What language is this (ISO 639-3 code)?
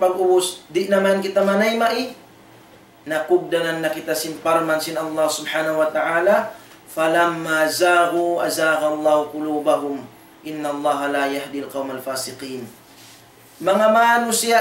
tsg